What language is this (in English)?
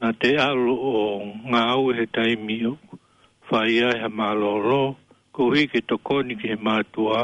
Tongan